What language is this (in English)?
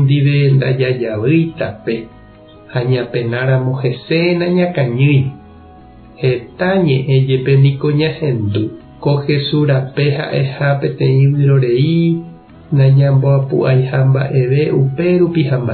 Guarani